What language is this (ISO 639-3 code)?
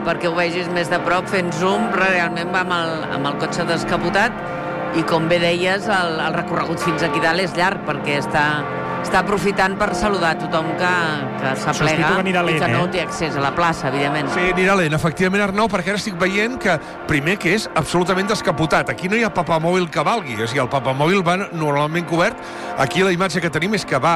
cat